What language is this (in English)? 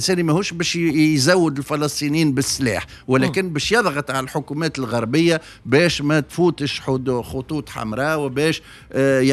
Tunisian Arabic